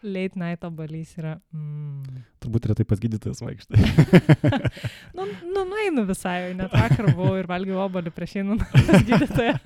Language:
Lithuanian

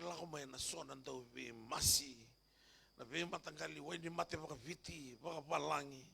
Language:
Fijian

